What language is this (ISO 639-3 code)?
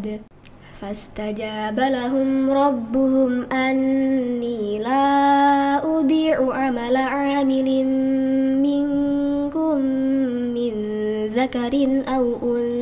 ara